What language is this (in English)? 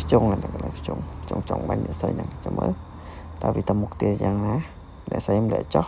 Khmer